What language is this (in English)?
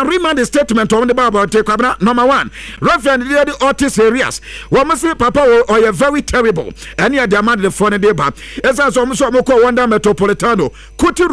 Akan